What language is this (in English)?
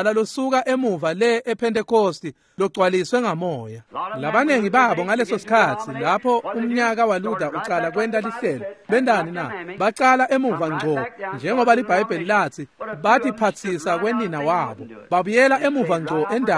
Swati